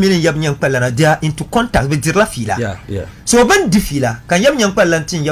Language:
Dagbani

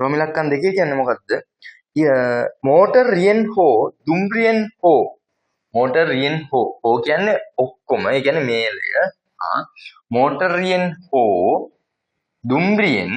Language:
Sinhala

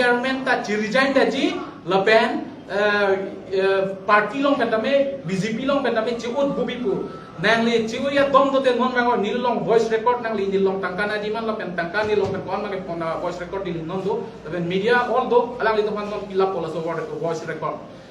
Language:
Karbi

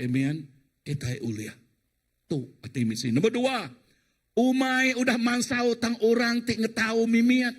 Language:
Iban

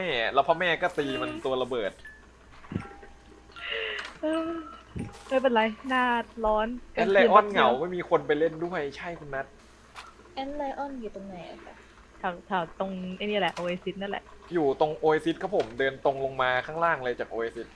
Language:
Thai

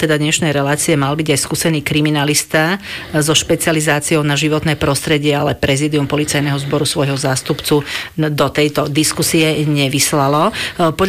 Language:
Slovak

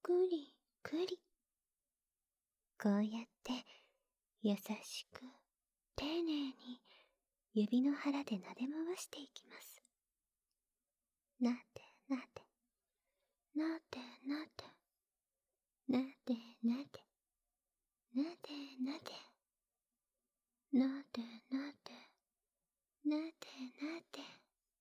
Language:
Japanese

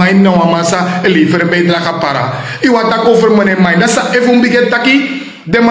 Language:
Sranan Tongo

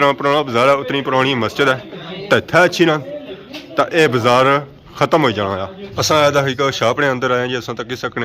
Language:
Pahari-Potwari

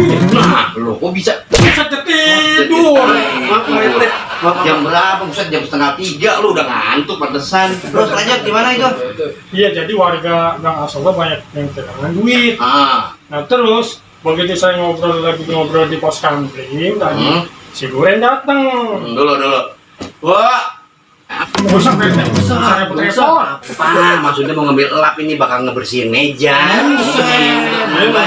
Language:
Betawi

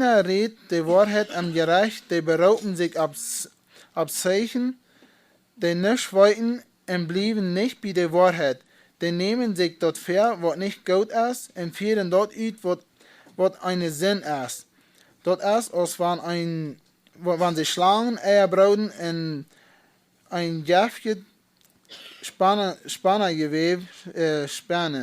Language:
Plautdietsch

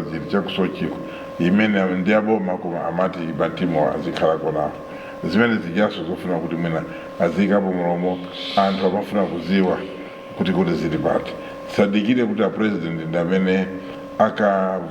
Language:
Nyanja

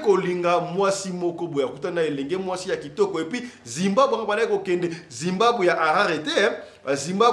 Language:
Lingala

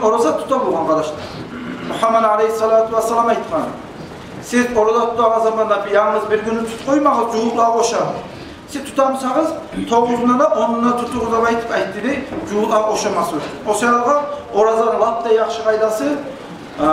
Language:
Kumyk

